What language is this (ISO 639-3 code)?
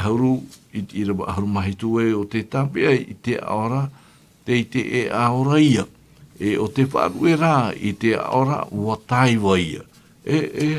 tah